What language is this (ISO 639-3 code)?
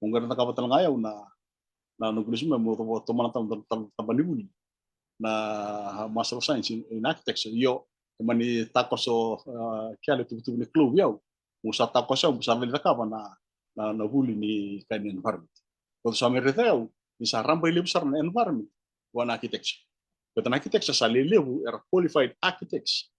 fij